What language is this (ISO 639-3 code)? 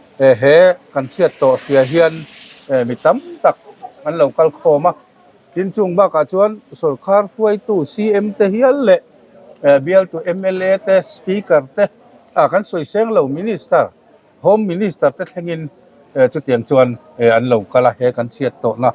lus